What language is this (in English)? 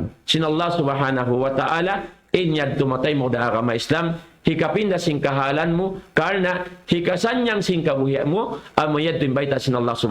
Tausug